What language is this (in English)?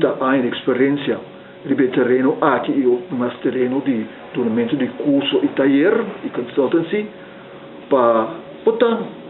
Papiamento